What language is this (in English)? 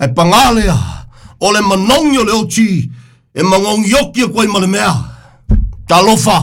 Samoan